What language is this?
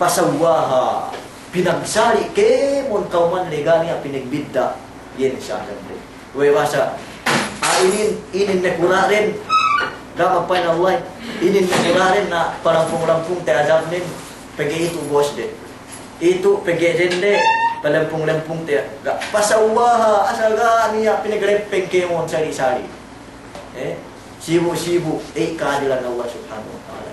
Yakan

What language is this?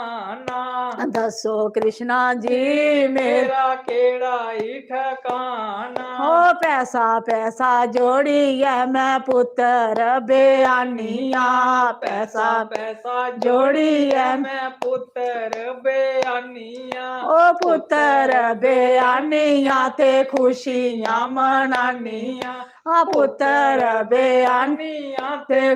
Dogri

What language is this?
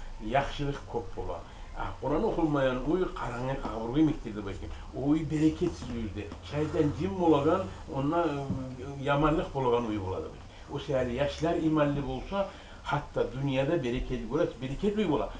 Kumyk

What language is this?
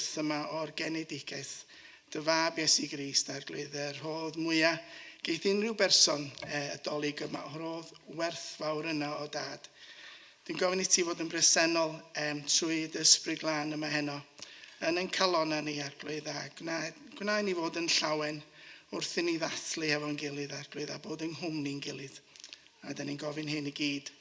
Welsh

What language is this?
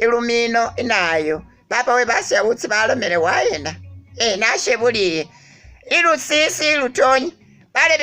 Masaaba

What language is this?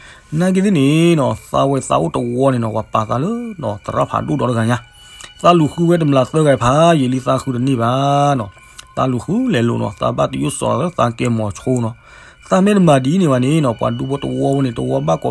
S'gaw Karen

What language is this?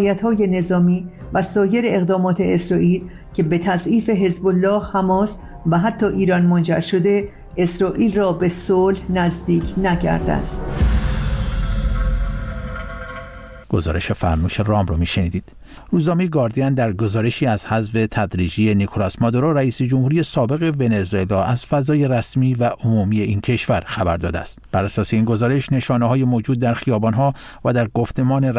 Persian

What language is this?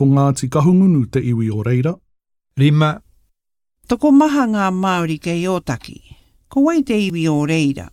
Māori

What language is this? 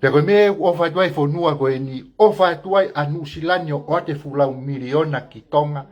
Tongan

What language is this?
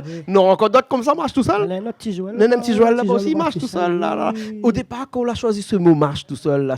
Réunion Creole French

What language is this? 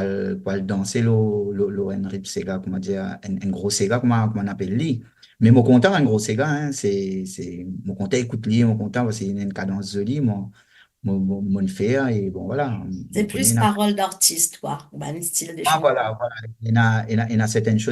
Morisyen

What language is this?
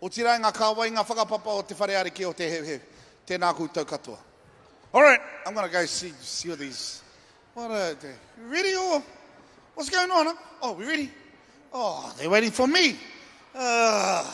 Māori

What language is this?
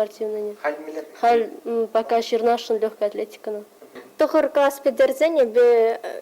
Chuvash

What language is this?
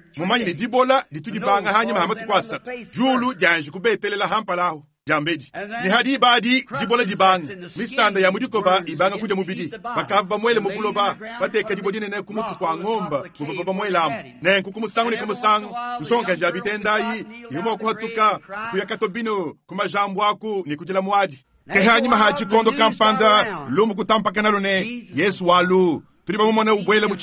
Luba-Lulua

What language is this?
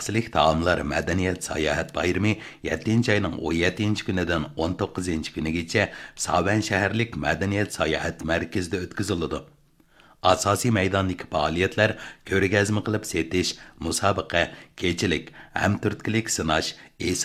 Uyghur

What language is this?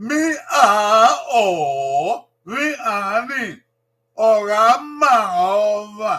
Bini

